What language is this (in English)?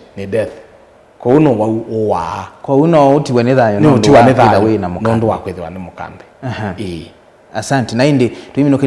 Kamba